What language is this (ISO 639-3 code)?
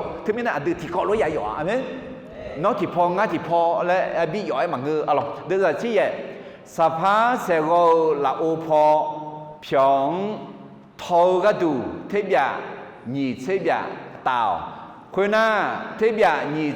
ahk